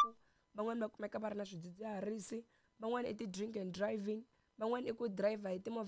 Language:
Tsonga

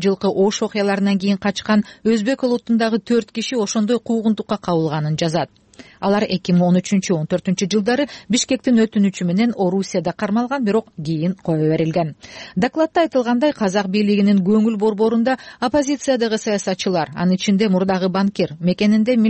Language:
Kyrgyz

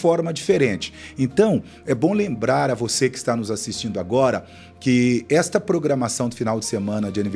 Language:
Portuguese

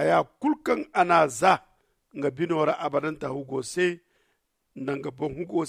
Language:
Zarma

